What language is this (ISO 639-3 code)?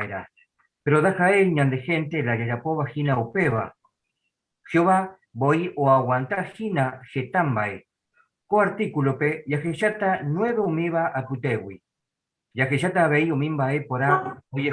grn